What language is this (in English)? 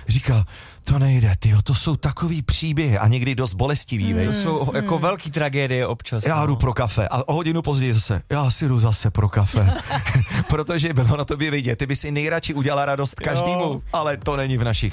Czech